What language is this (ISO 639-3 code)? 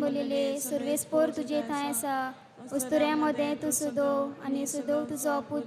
kok